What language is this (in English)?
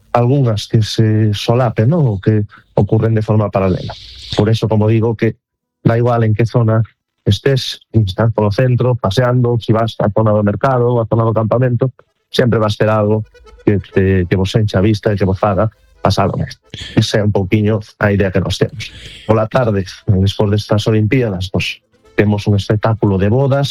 Galician